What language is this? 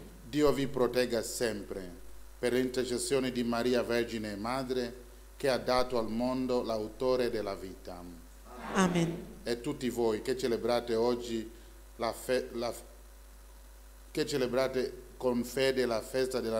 Italian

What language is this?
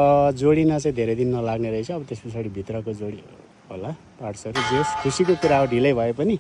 Nepali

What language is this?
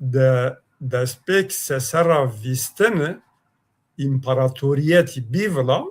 Zaza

